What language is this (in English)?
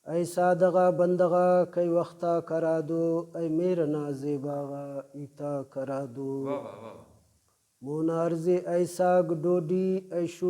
Brahui